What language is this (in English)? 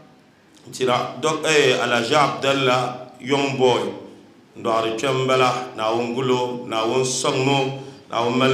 Dagbani